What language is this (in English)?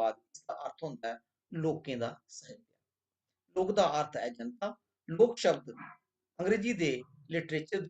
Dogri